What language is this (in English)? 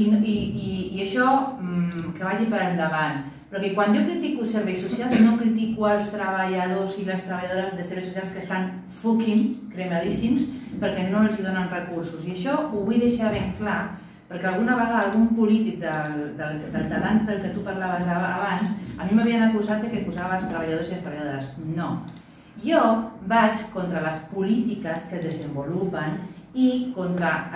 Catalan